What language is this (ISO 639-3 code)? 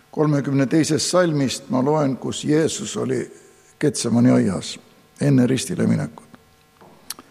est